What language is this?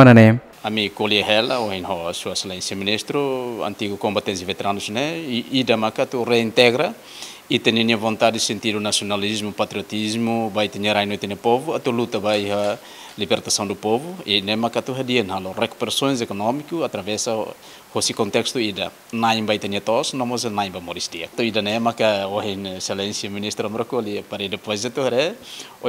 Tetum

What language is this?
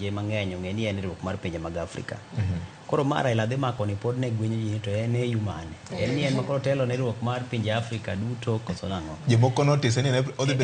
Luo (Kenya and Tanzania)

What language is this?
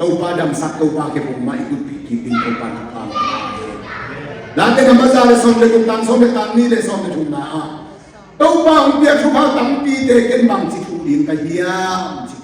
Tedim Chin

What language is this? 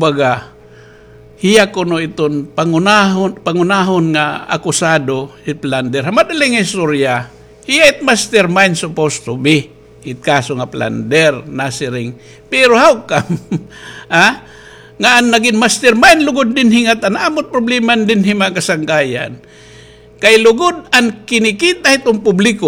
Waray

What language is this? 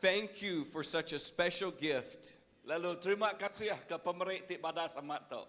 Iban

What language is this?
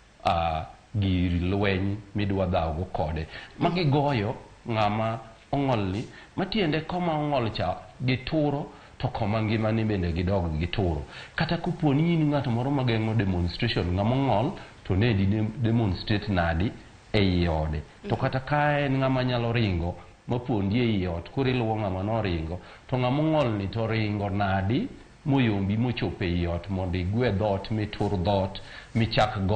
Luo (Kenya and Tanzania)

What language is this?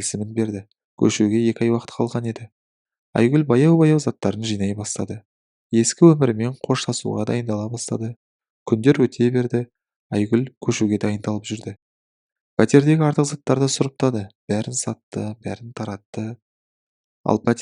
Kazakh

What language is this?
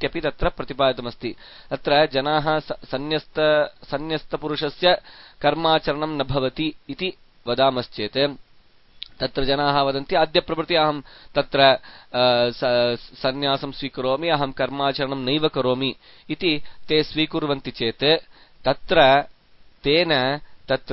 Sanskrit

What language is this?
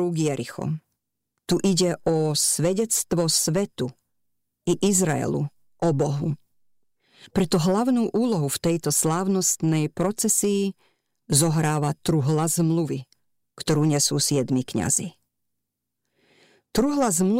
Slovak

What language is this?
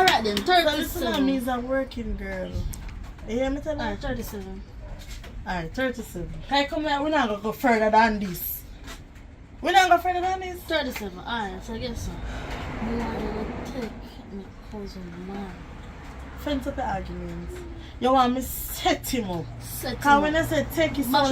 Jamaican Creole English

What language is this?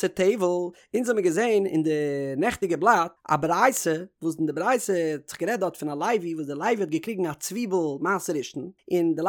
Yiddish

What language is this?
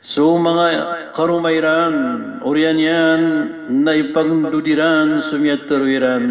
Maranao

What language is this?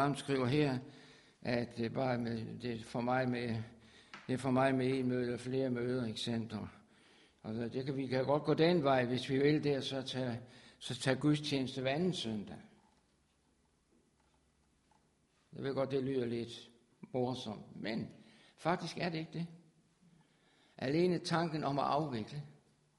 Danish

